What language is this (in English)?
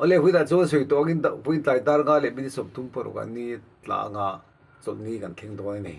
Mizo